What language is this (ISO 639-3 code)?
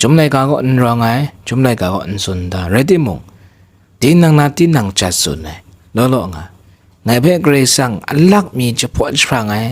kac